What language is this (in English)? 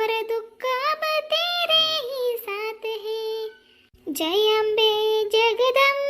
Khandesi